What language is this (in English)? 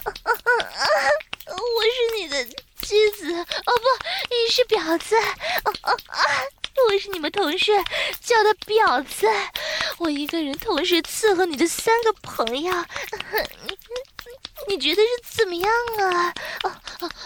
Chinese